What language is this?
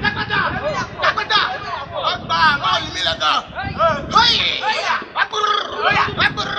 Ewe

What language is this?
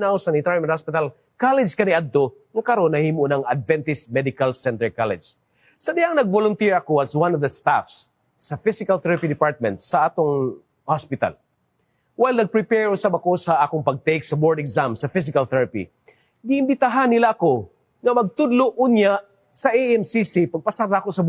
Cebuano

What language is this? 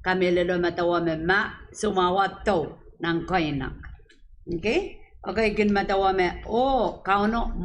Pohnpeian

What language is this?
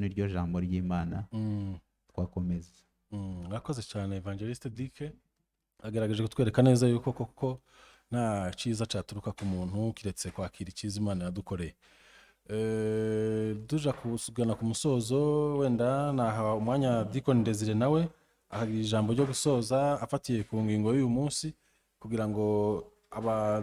Rundi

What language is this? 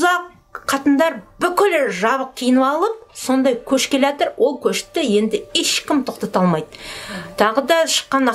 Kazakh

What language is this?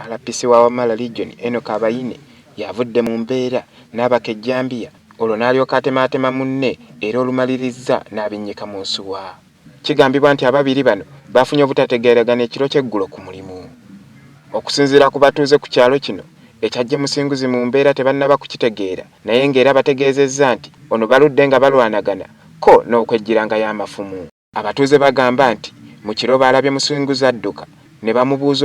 Ganda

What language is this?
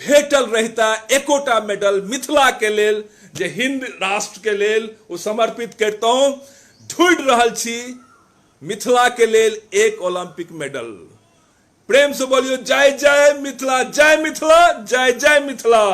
Maithili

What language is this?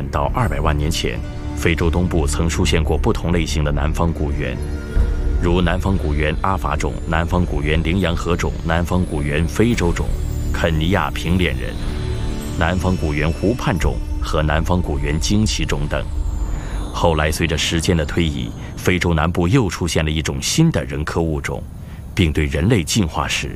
Chinese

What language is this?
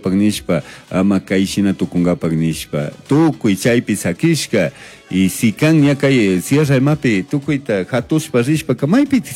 Chimborazo Highland Quichua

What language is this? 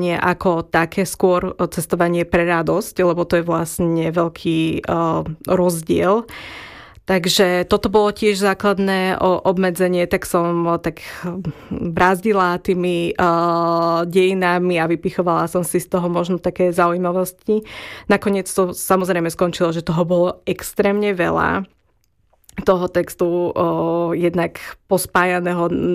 Slovak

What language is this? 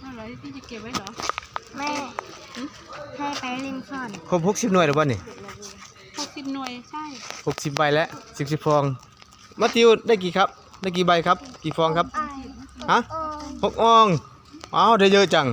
Northeastern Thai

